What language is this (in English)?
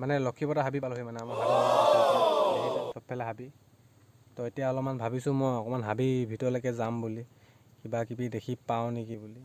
Assamese